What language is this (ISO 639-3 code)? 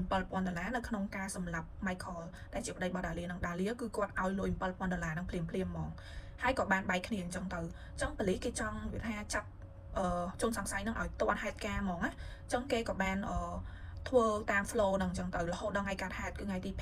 khm